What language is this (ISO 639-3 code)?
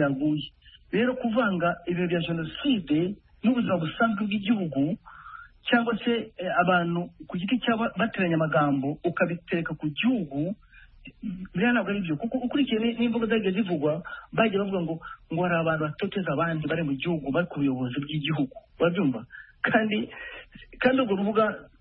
kin